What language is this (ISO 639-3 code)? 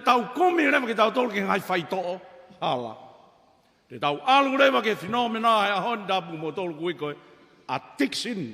ton